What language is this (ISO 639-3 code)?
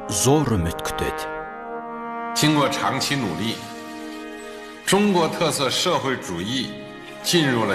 kaz